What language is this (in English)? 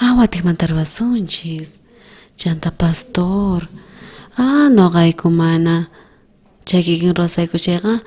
South Bolivian Quechua